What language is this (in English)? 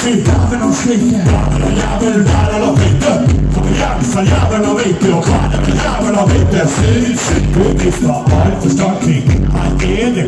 Norwegian